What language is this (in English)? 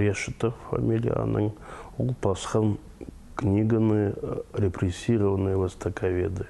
Khakas